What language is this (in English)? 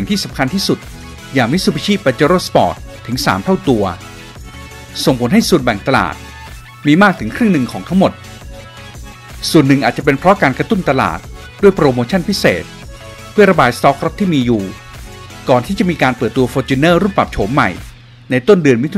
Thai